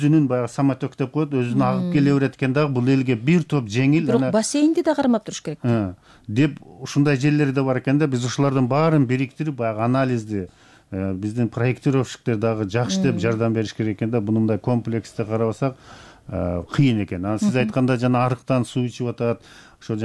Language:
Kyrgyz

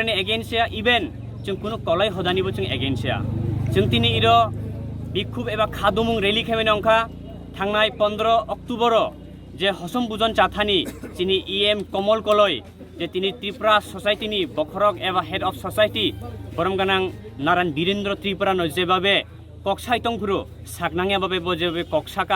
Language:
Kok Borok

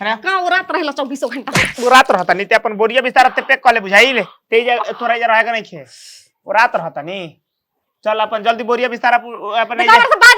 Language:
Bhojpuri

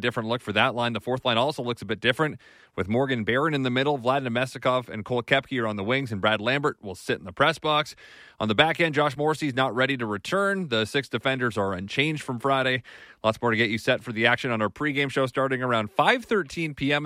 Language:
English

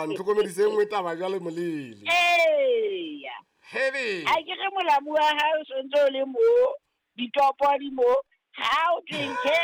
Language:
Southern Sotho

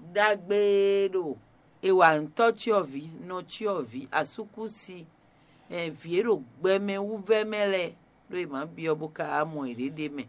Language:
Fon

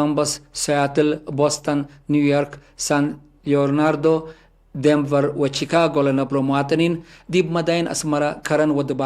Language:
Tigre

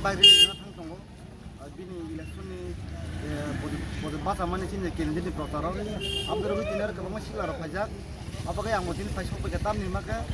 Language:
Kok Borok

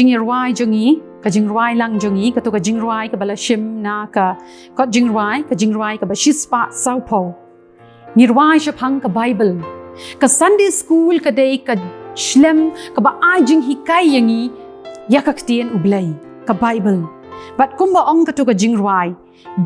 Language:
Khasi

